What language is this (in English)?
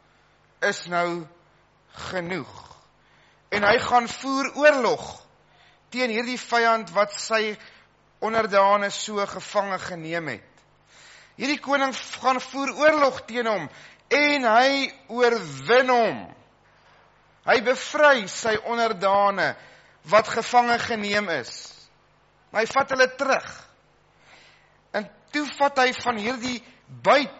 Afrikaans